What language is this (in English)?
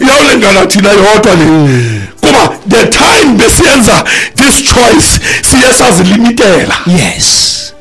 Xhosa